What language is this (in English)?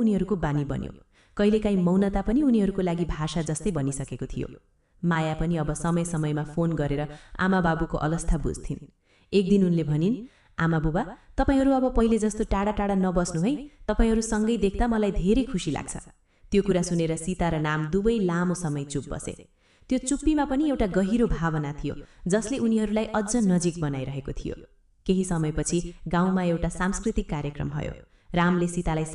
Nepali